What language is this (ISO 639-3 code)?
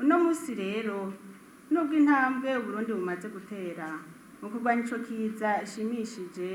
run